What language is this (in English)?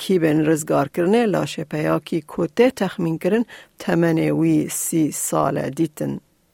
Kurdish